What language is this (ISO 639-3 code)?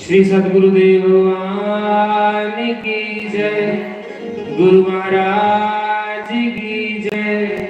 doi